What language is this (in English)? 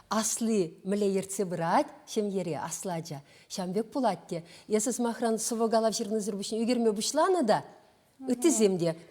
Chuvash